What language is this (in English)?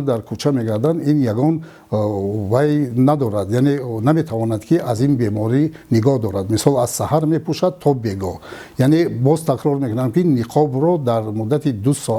Tajik